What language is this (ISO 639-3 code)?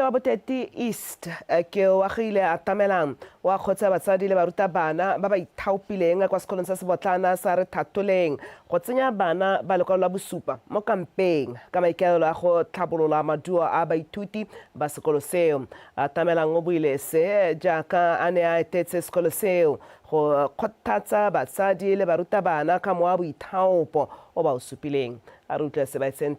tsn